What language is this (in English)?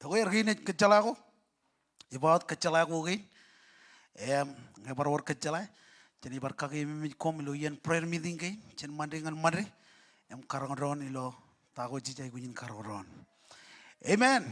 Marshallese